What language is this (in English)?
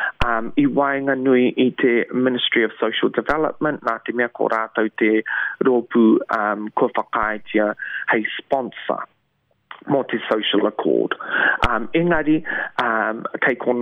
Māori